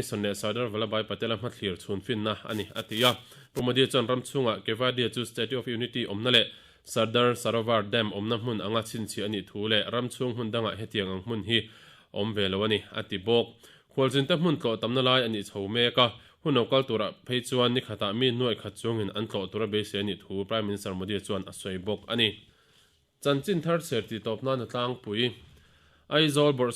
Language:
Mizo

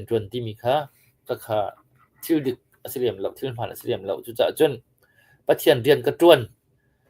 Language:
Hakha Chin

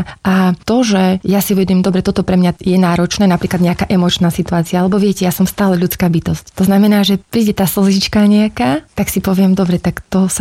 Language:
Slovak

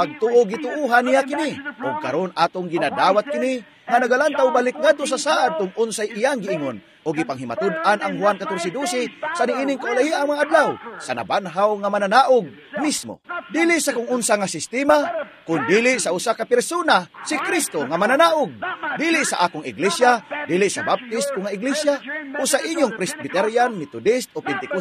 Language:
Cebuano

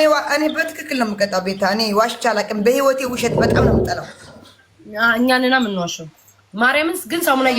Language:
Amharic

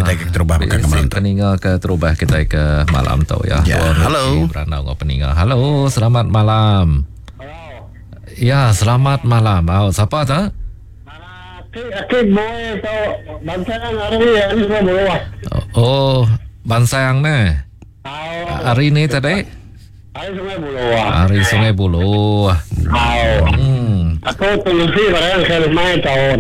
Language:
Iban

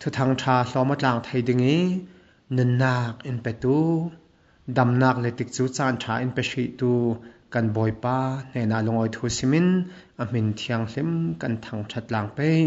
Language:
Falam Chin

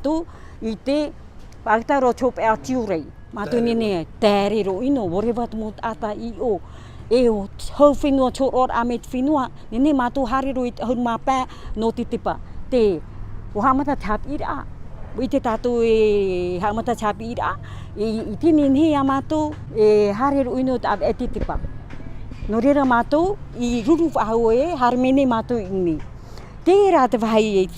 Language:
Tahitian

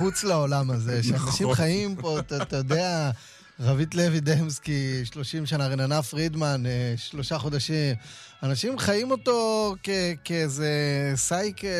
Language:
Hebrew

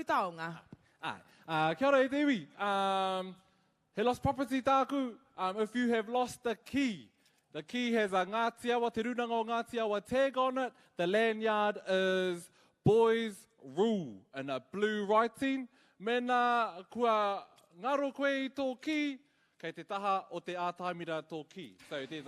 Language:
Māori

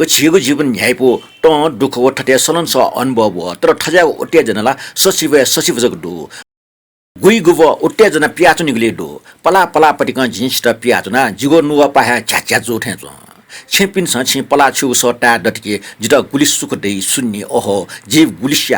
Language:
Newari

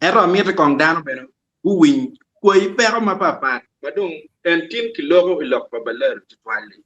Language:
Acoli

